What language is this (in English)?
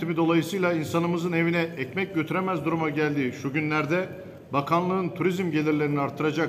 Turkish